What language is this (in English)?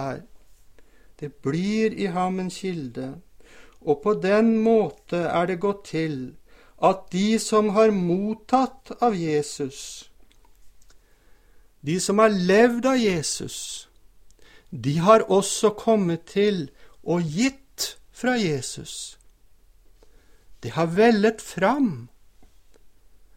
Norwegian